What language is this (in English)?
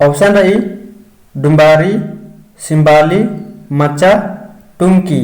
Kurukh